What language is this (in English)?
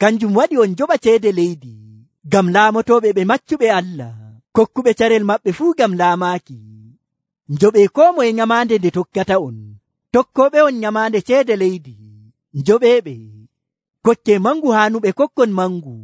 Nigerian Fulfulde